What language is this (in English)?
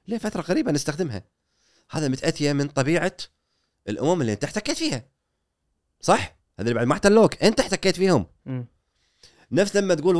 Gulf Arabic